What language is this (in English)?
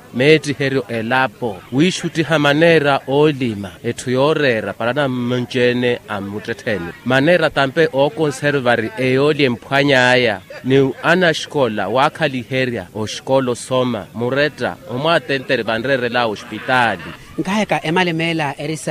Makhuwa